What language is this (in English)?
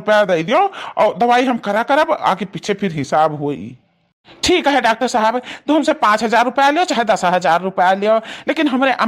Awadhi